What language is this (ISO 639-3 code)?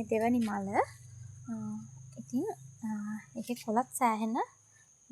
sin